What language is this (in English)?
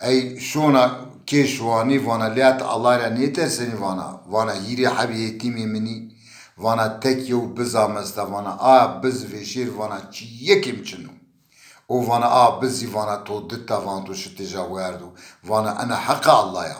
Zaza